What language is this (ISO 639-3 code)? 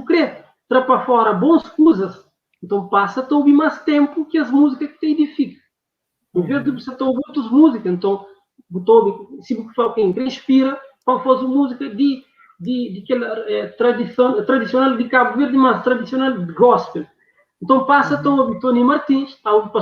kea